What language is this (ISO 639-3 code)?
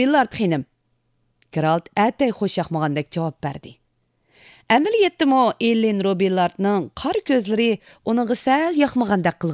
uig